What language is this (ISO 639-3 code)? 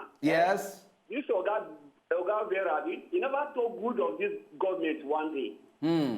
pcm